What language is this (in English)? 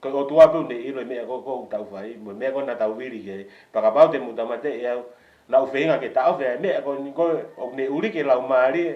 Tongan